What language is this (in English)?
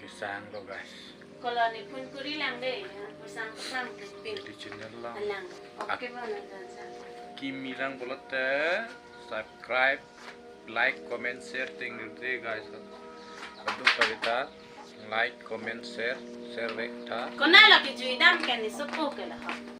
Karbi